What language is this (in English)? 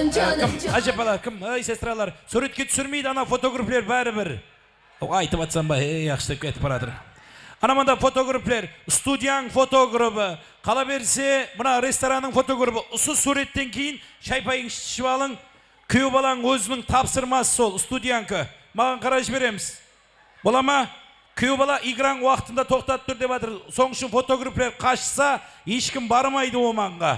Kara-Kalpak